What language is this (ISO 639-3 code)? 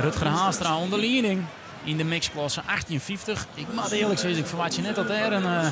fry